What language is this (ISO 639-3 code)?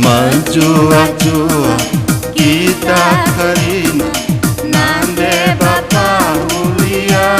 btx